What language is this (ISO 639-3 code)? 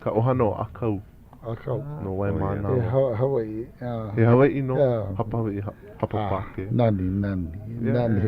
haw